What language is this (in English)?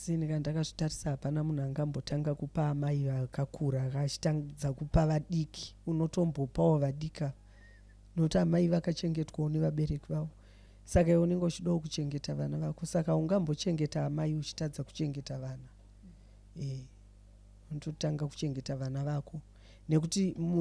Shona